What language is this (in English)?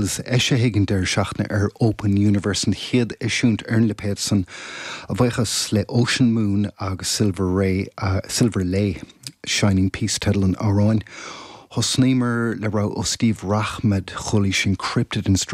Irish